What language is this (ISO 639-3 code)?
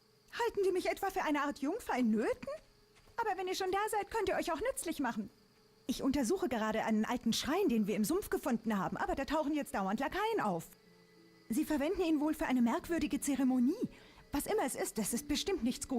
gsw